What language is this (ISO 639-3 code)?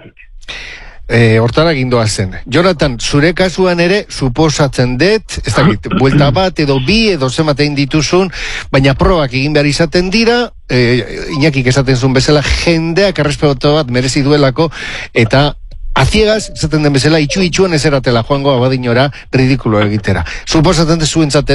eus